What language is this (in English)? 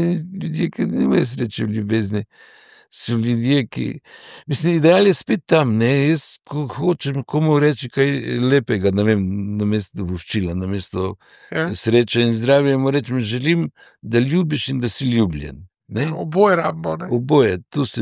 Slovenian